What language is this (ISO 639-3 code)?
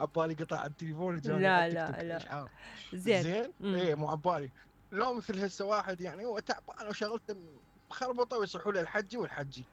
acm